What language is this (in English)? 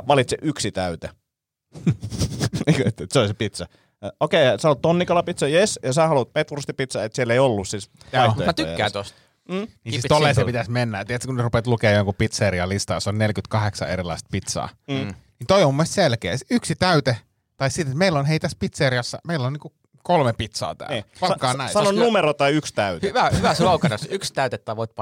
Finnish